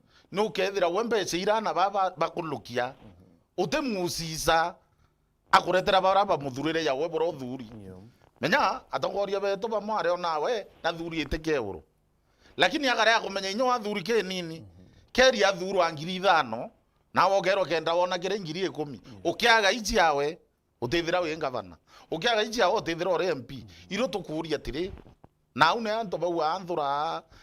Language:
Meru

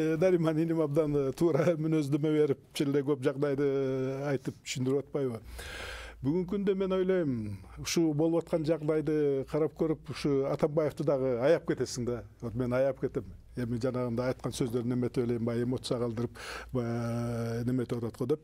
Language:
Kyrgyz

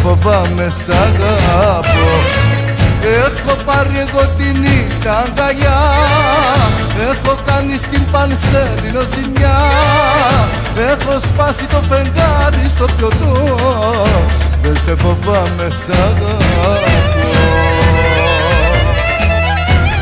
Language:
Greek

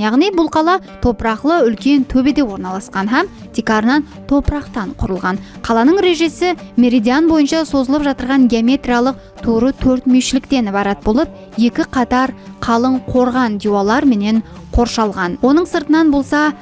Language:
Kara-Kalpak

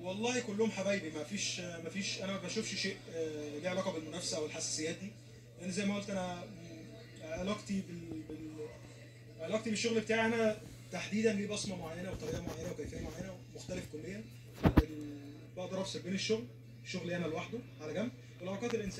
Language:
Egyptian Arabic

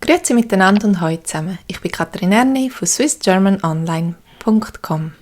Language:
Swiss German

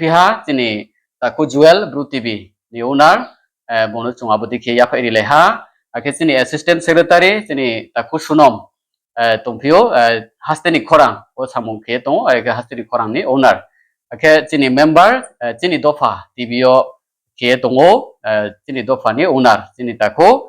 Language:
Riang (India)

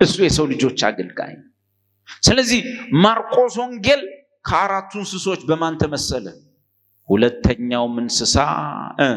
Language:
Amharic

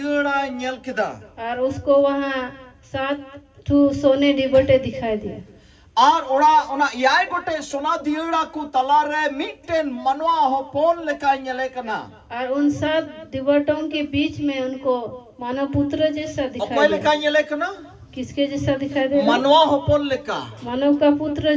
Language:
Santali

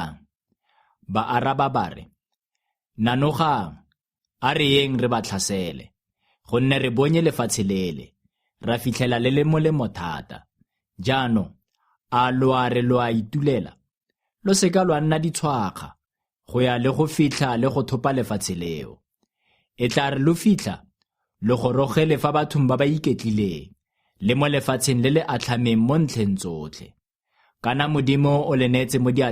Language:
Tswana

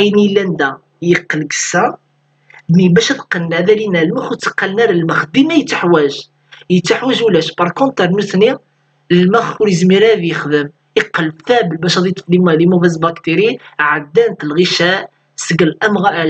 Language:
Kabyle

